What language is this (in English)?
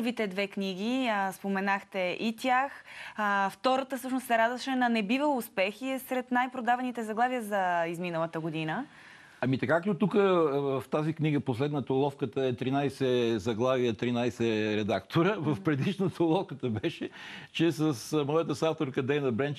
Bulgarian